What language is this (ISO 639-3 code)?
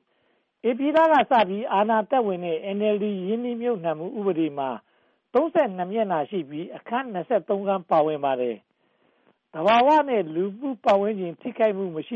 mya